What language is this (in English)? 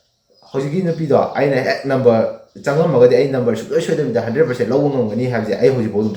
Manipuri